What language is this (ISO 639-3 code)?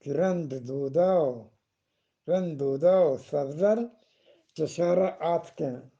bgp